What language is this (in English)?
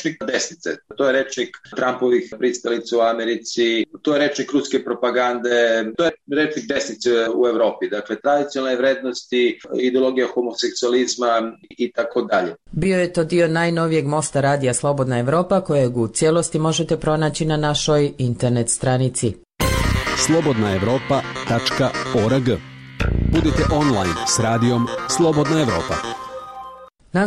Serbian